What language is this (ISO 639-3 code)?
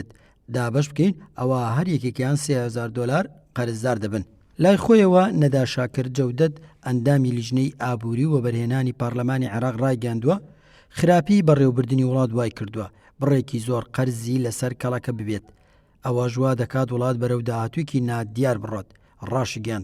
ckb